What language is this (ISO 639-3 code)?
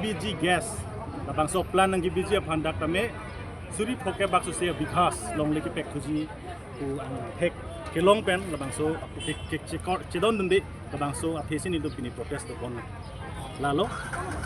mjw